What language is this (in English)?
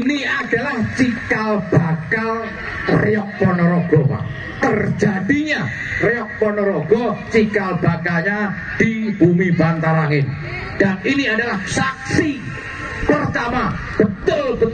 Indonesian